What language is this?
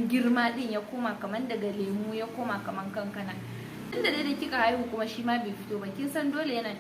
Hausa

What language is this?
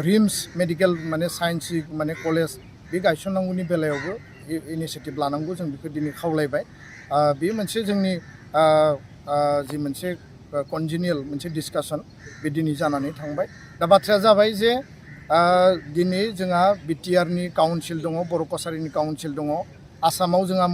Bodo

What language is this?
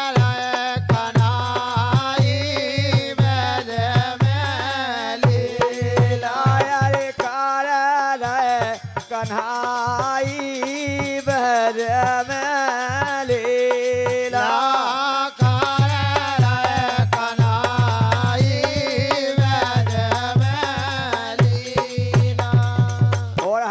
Bundeli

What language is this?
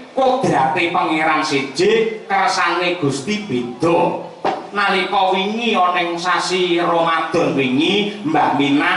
Javanese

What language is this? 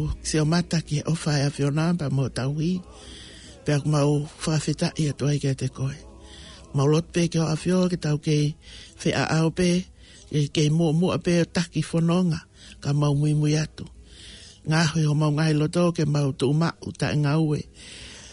Tongan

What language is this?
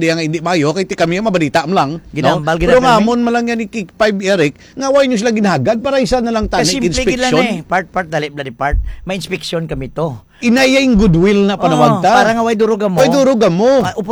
Hiligaynon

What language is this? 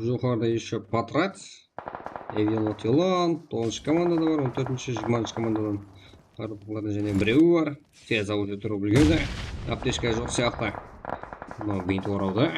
Kara-Kalpak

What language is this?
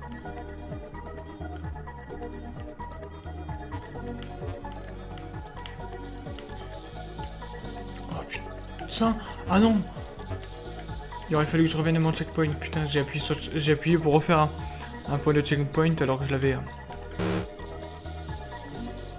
French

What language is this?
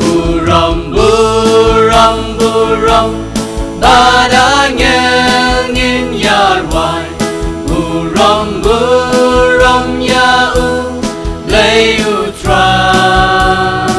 Khasi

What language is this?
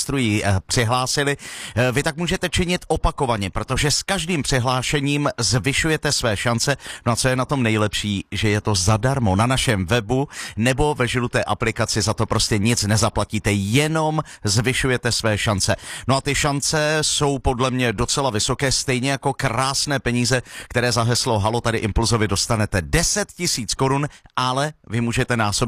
Czech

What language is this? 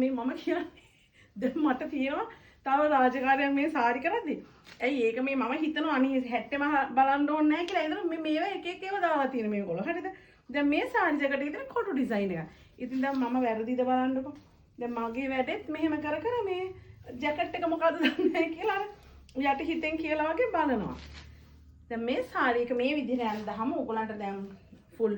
Sinhala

